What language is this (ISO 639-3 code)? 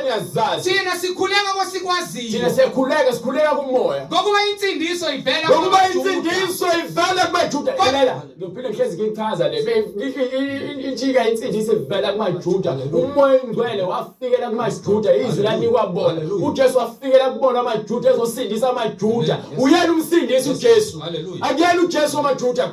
zul